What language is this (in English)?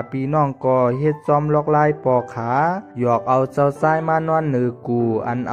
Shan